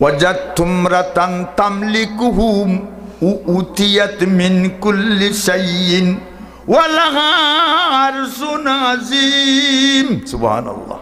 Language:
Sylheti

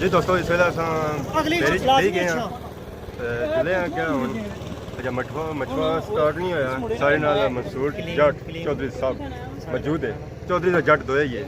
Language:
Pahari-Potwari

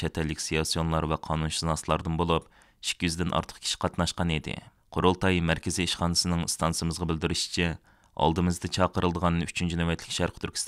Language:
Uyghur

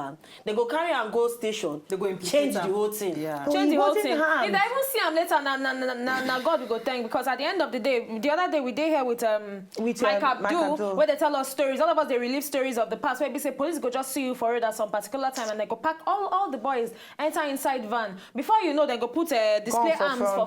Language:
Nigerian Pidgin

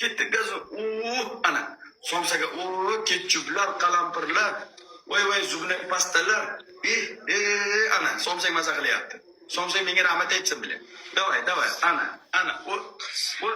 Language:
Uzbek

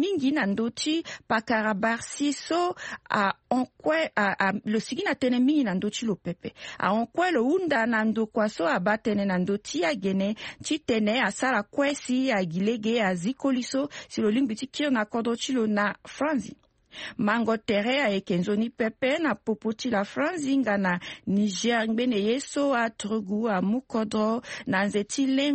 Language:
Sango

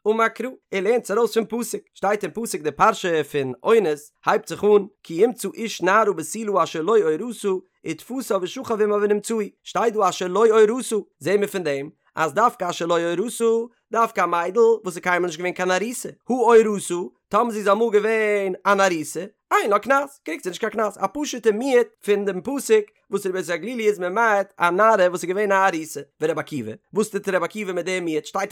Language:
Yiddish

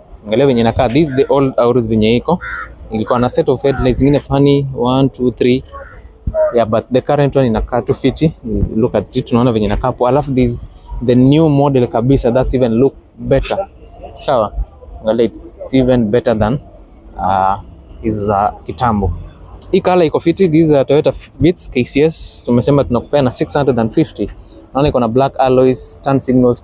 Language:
Swahili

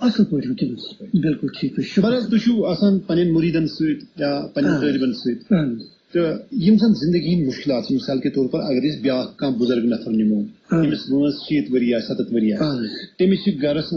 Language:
Kashmiri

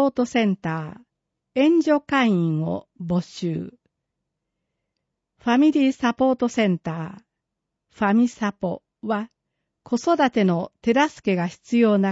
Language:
Japanese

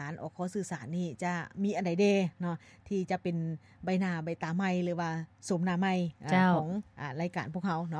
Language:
Lao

